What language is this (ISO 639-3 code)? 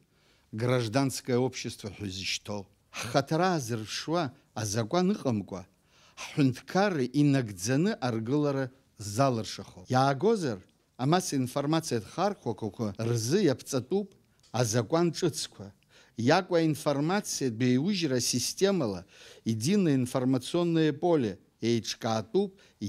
abk